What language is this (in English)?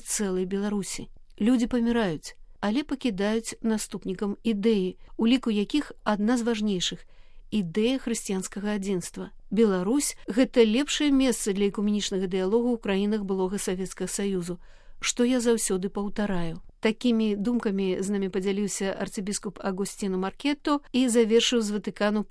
Belarusian